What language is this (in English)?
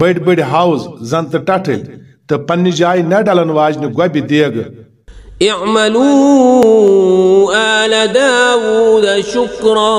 Kashmiri